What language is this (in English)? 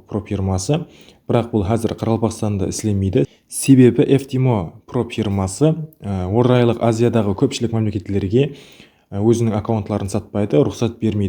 Kara-Kalpak